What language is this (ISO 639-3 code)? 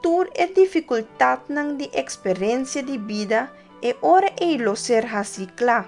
pap